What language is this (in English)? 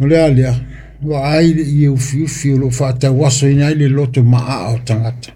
Samoan